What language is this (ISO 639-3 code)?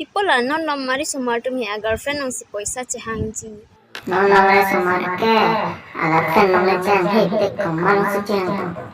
mjw